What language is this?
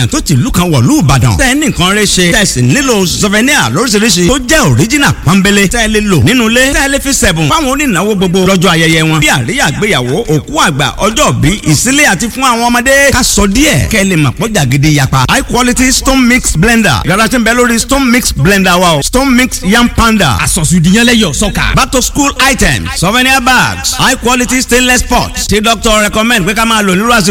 Yoruba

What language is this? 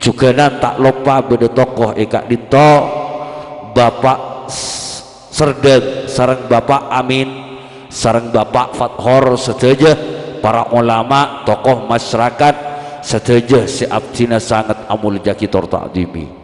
Madurese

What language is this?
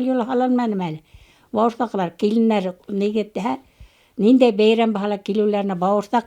Bashkir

